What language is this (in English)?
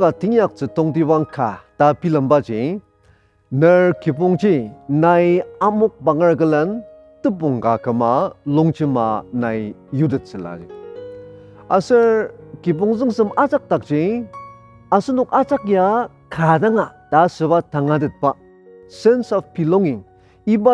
Ao Naga